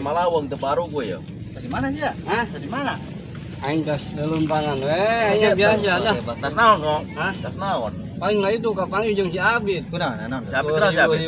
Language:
Sundanese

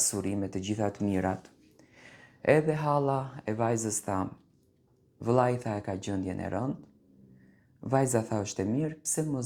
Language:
Albanian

